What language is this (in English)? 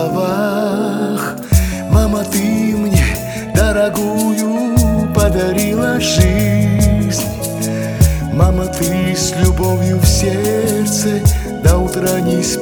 Russian